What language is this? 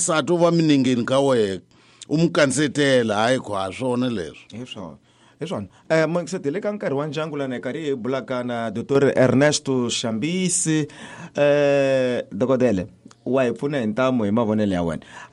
Tsonga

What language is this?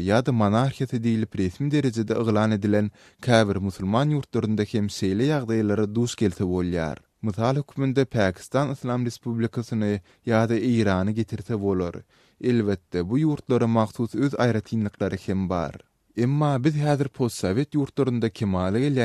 Turkmen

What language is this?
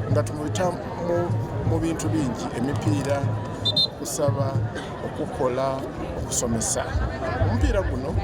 Soga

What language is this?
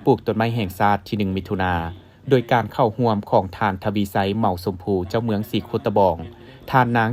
Lao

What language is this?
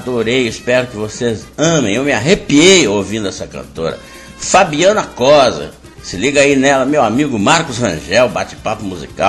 Portuguese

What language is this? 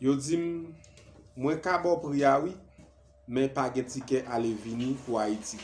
Haitian Creole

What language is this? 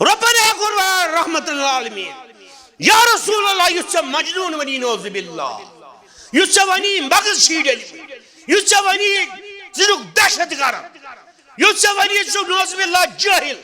Kashmiri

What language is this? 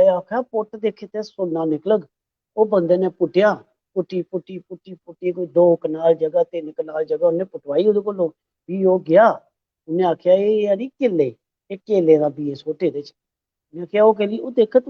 Dogri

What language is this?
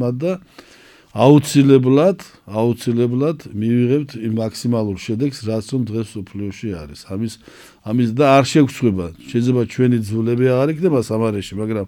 Georgian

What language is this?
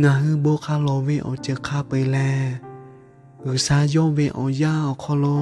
Lahu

